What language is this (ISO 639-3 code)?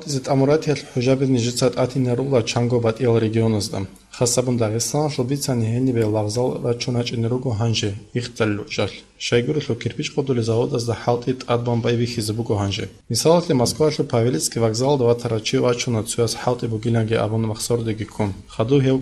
ava